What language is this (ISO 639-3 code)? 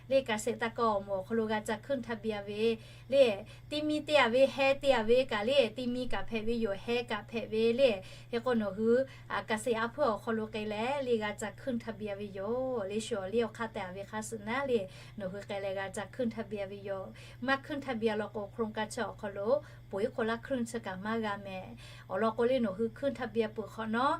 lhu